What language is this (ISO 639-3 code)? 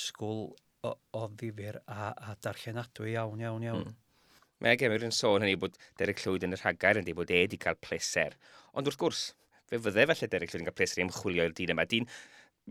cym